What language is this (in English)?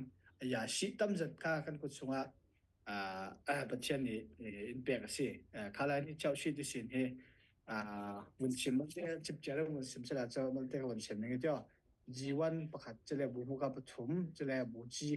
Falam Chin